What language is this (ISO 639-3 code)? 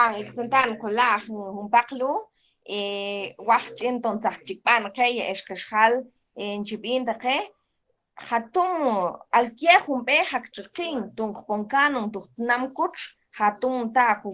mam